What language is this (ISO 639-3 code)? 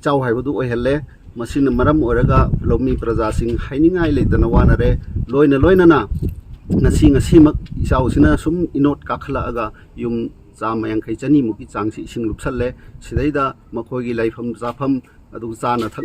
mni